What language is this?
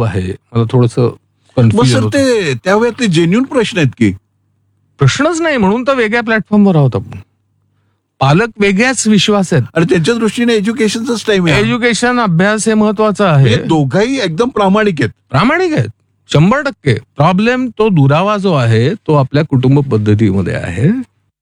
Marathi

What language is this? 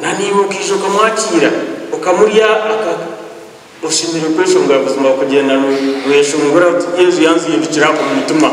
Nyankole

